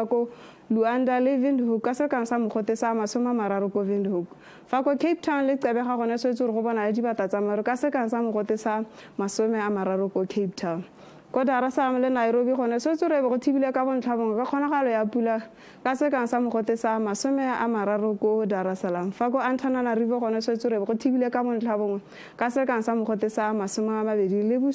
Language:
Tswana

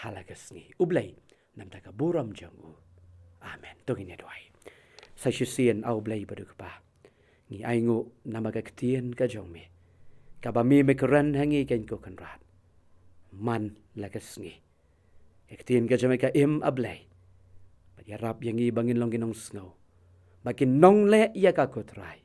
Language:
Khasi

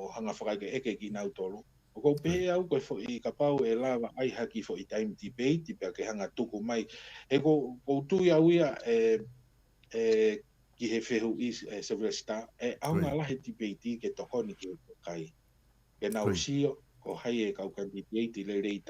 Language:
Tongan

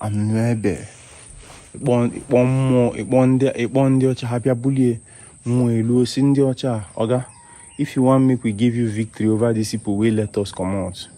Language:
Igbo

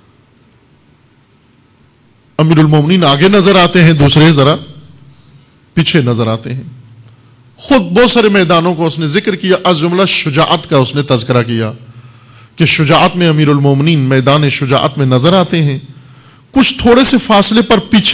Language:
Urdu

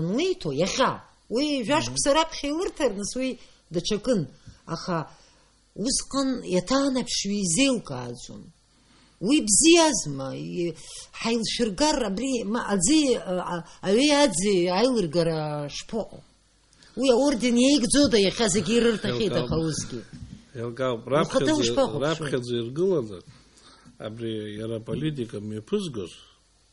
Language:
Abkhazian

